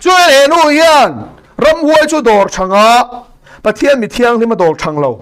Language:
Mizo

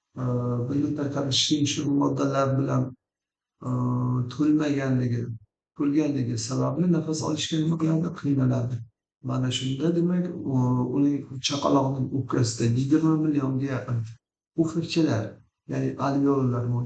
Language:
Uzbek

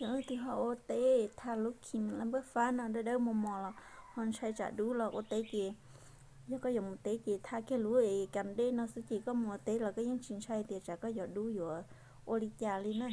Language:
Hmong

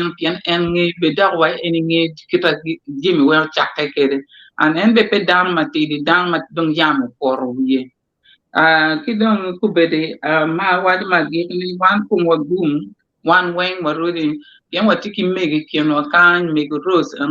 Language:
Acoli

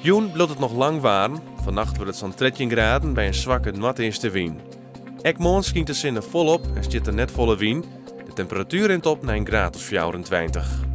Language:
Western Frisian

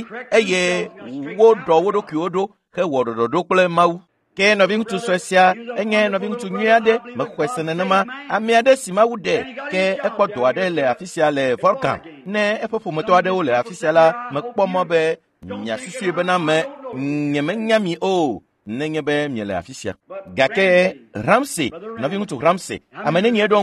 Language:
Ewe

